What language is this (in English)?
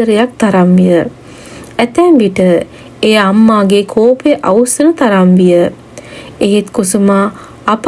Sinhala